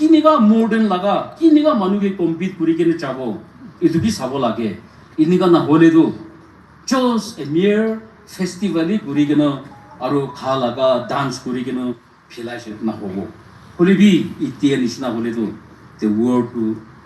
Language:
Naga Pidgin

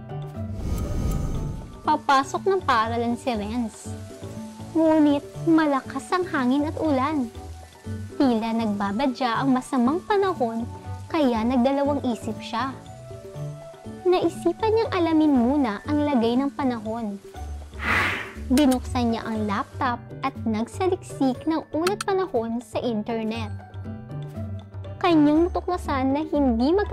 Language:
Filipino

